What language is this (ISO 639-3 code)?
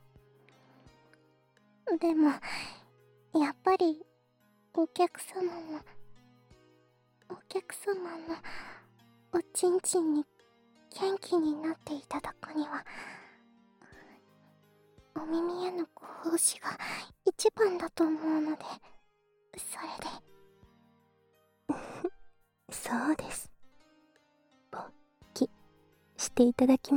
jpn